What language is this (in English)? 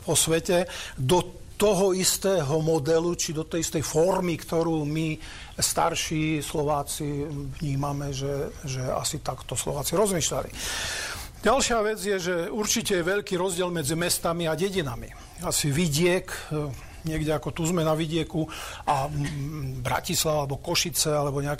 Slovak